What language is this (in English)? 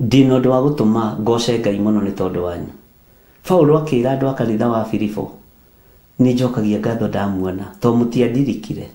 Kikuyu